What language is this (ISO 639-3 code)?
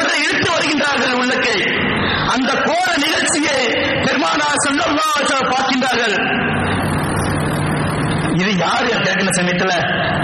tam